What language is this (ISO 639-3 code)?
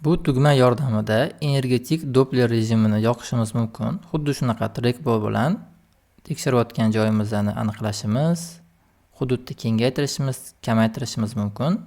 uzb